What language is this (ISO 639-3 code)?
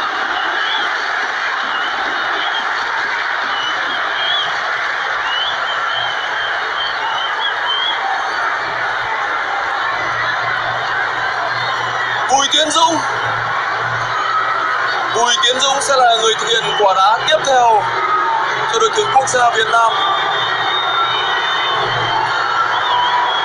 vie